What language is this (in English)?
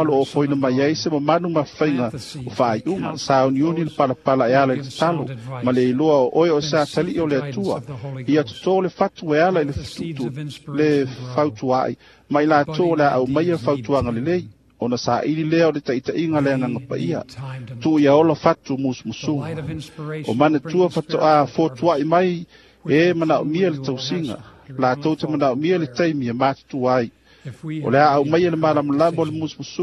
Samoan